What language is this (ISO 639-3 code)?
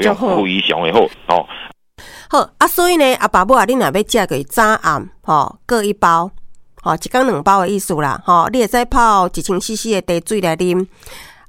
nan